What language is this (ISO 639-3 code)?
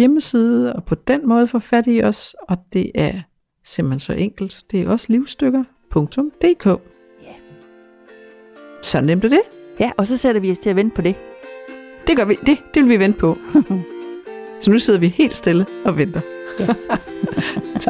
dan